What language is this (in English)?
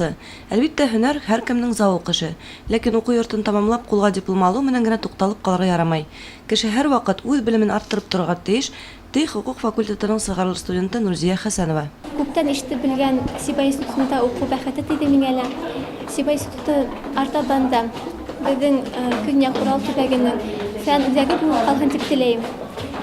Bashkir